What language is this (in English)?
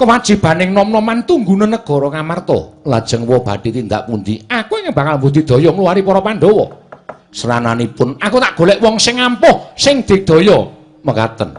Javanese